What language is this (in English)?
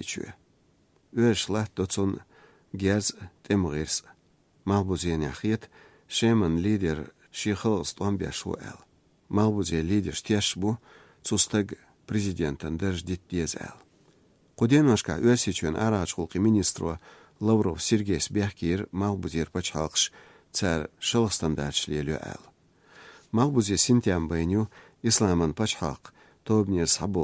Chechen